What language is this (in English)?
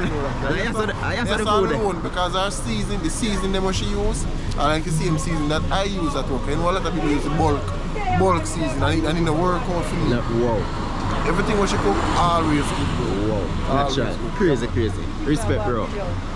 Jamaican Creole English